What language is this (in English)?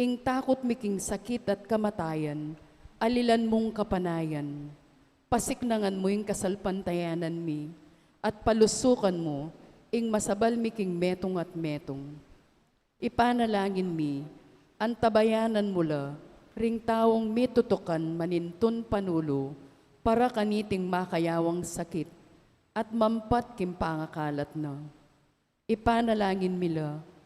Pampanga